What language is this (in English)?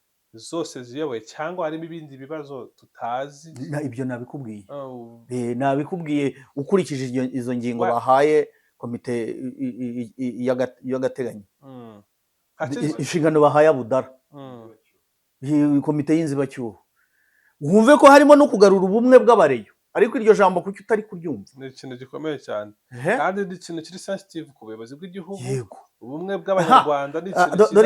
Kinyarwanda